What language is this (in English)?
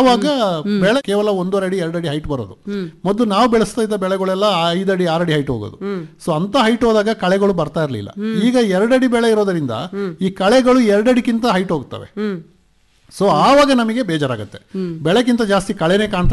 Kannada